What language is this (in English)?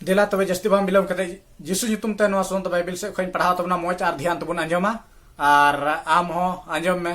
Santali